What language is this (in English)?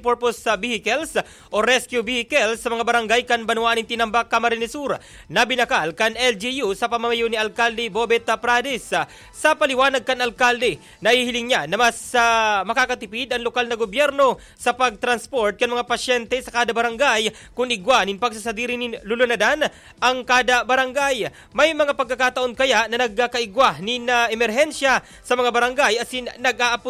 Bikol